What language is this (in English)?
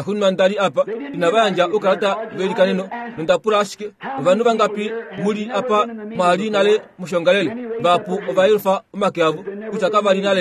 Kuanyama